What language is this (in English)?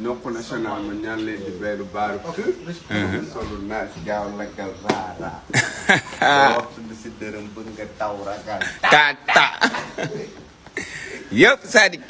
Wolof